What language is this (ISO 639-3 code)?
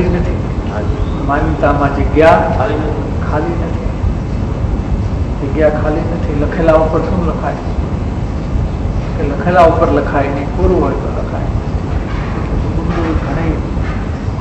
guj